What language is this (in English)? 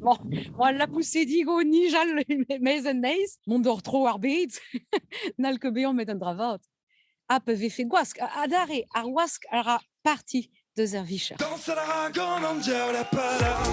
Breton